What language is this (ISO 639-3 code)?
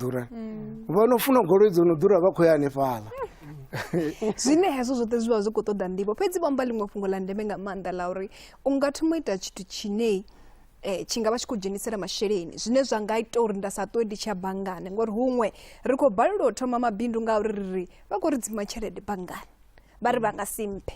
ven